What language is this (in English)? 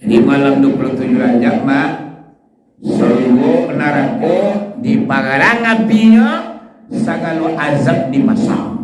Minangkabau